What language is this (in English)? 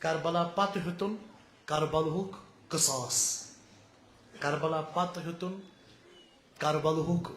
Kashmiri